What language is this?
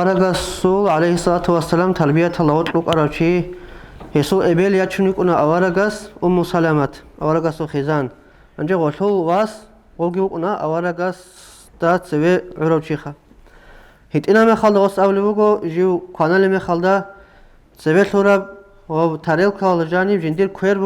Avaric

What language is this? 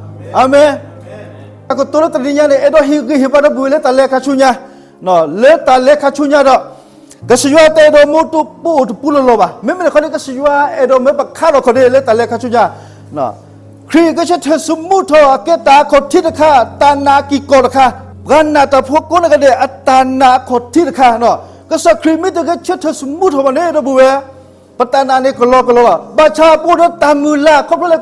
S'gaw Karen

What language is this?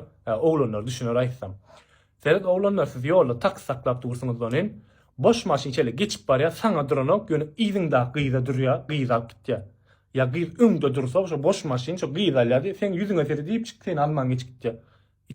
Turkmen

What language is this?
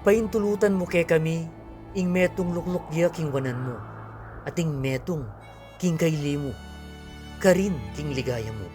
Pampanga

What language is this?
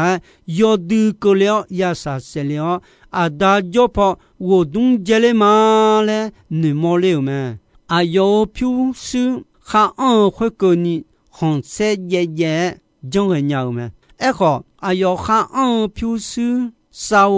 Akha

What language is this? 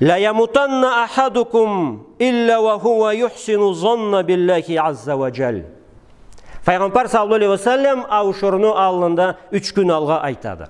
Karachay-Balkar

